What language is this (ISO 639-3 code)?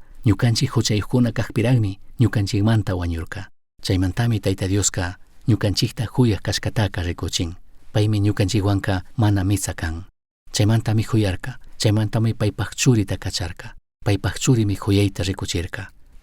qug